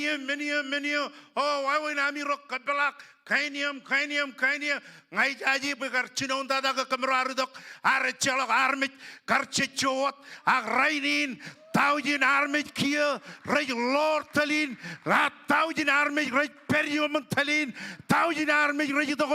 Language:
Marshallese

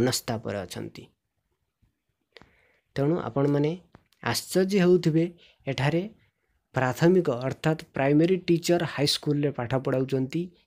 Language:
Odia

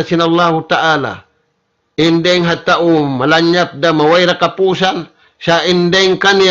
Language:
Tausug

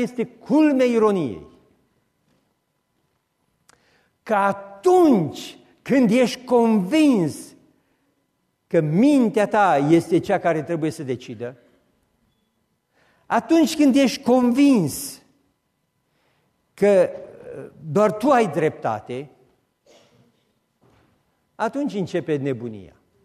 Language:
Romanian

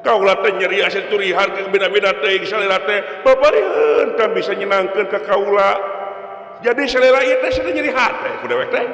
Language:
Sundanese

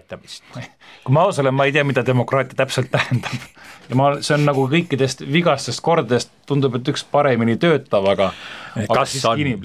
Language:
Estonian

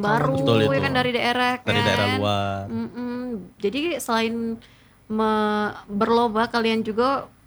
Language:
Indonesian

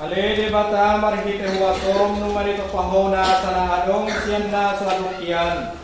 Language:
Batak Toba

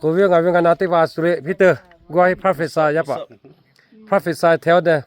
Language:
Lahu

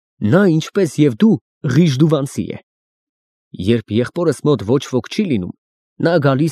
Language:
Armenian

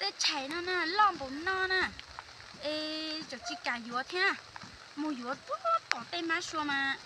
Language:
Hmong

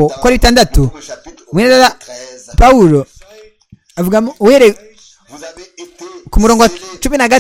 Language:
Kinyarwanda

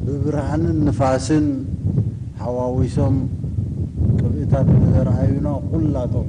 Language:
Tigrinya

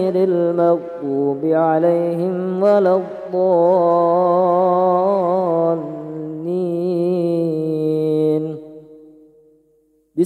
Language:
Arabic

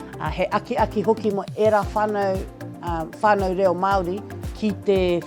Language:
Māori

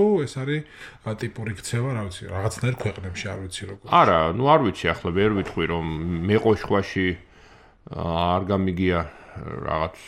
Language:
Georgian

